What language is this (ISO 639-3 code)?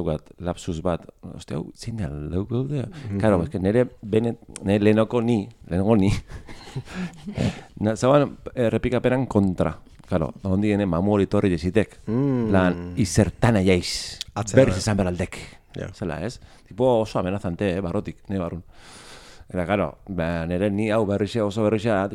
eus